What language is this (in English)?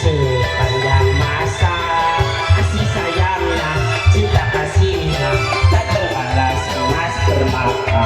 Sundanese